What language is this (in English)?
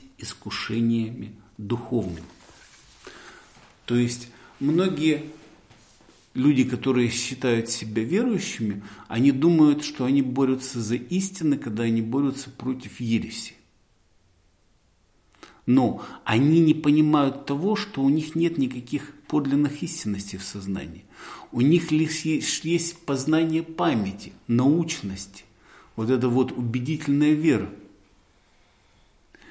Russian